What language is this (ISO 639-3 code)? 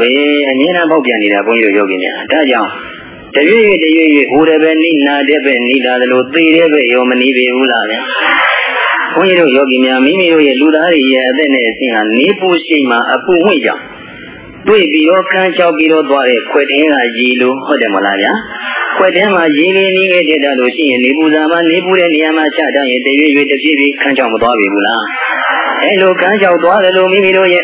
mya